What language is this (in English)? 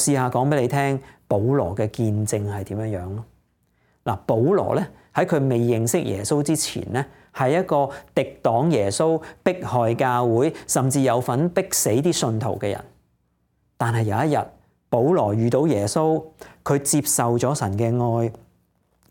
Cantonese